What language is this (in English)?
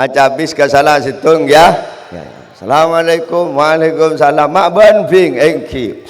Madurese